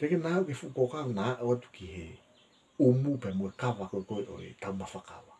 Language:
Tongan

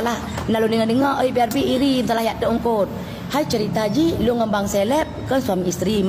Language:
Achinese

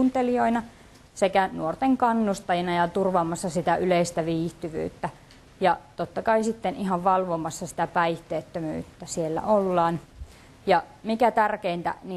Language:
Finnish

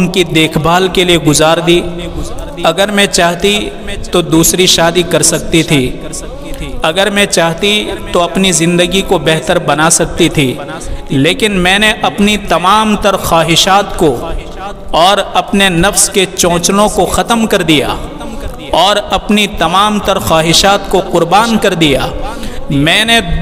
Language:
Urdu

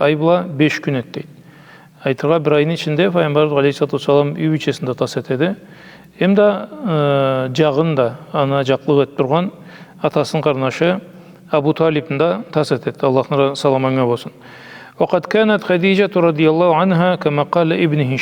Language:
Karachay-Balkar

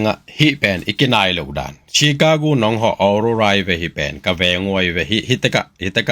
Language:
Tedim Chin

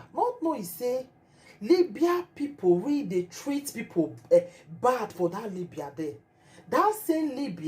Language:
Nigerian Pidgin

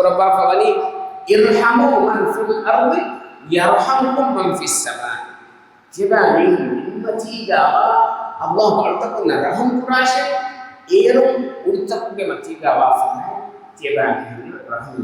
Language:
Divehi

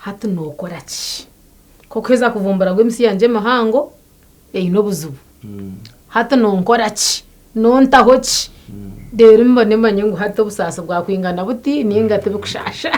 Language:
Nyankole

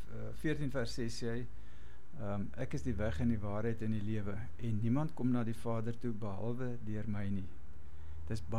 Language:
Afrikaans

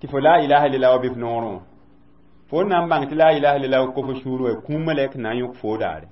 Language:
Mossi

